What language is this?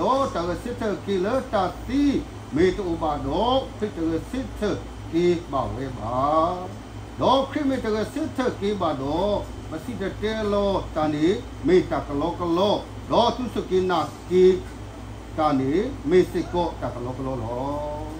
S'gaw Karen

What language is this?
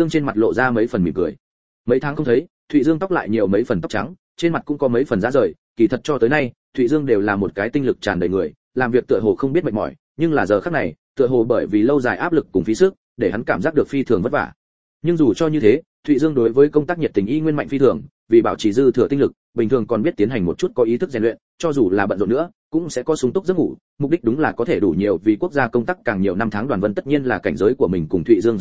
Vietnamese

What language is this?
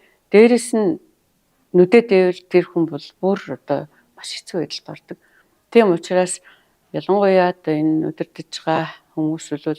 Mongolian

